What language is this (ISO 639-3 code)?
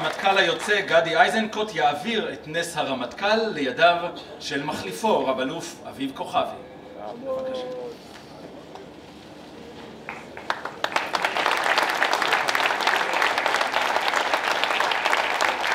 heb